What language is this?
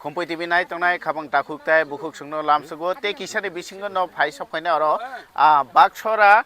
Kok Borok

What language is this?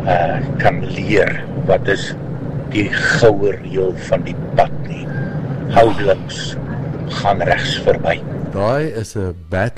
Afrikaans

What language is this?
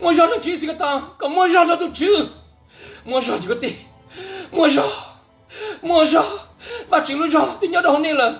Hmong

